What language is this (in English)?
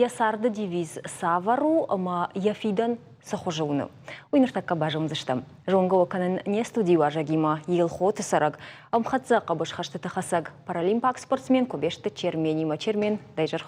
Ossetic